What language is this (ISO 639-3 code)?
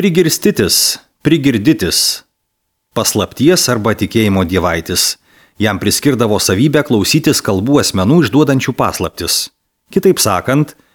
lit